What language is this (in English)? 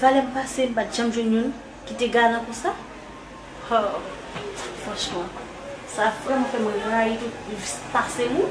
Haitian Creole